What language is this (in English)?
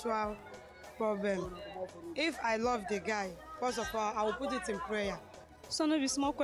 Nigerian Pidgin